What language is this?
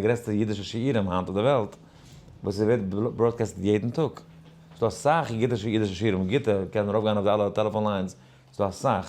Yiddish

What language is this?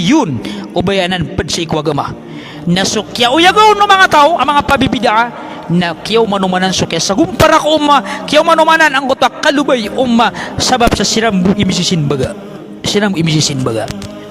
Maranao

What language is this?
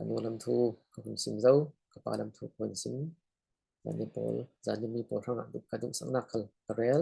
Falam Chin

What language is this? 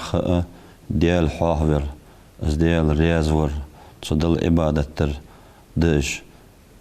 Ingush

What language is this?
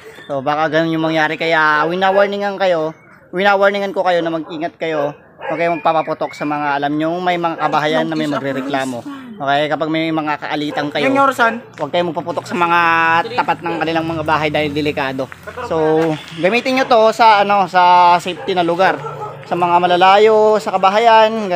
Filipino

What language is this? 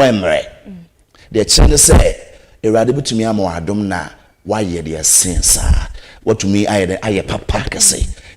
Akan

